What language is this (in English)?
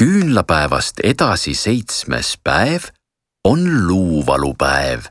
Estonian